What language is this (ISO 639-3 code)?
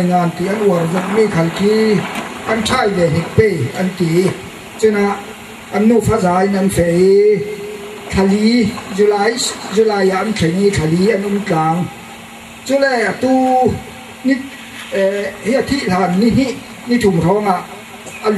cfm